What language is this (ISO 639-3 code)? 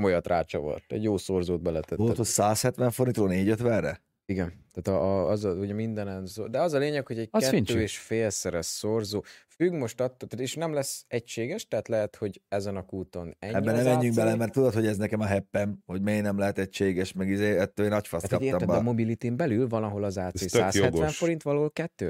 hun